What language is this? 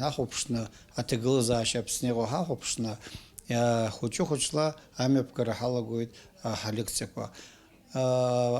Abkhazian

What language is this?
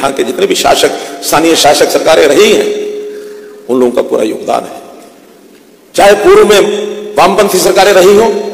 Hindi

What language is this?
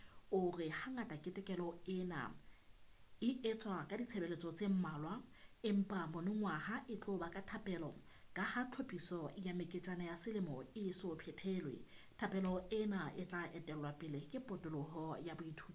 Southern Sotho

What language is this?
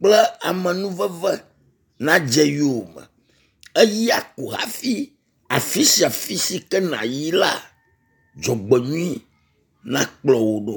Ewe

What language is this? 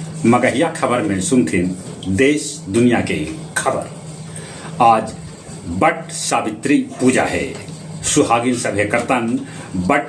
Magahi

